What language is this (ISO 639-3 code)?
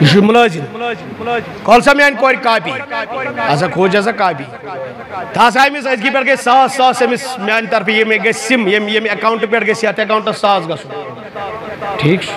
kas